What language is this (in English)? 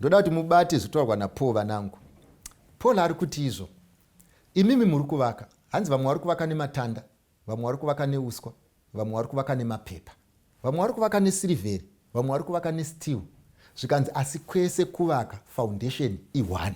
Shona